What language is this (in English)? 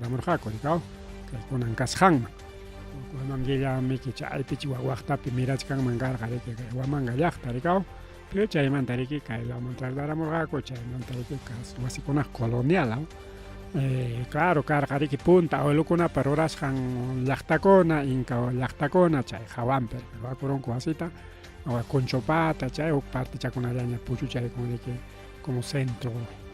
Ayacucho Quechua